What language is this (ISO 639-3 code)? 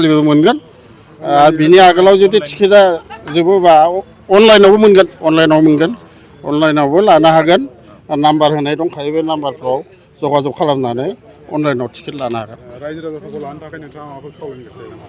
brx